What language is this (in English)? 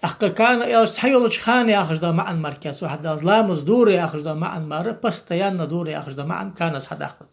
Ingush